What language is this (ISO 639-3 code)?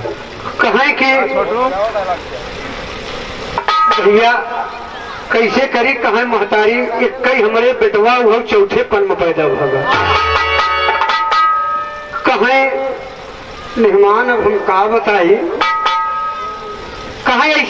bho